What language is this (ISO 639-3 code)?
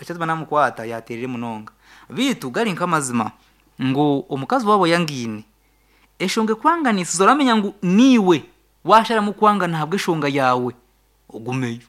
nyn